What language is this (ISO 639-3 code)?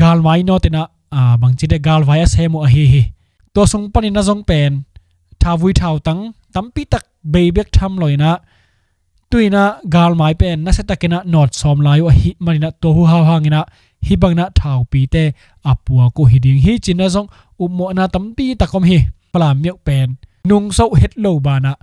ctd